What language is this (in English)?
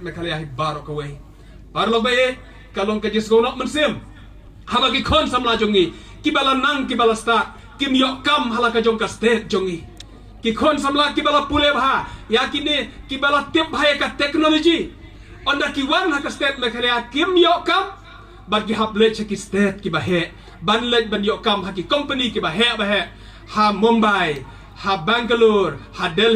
Khasi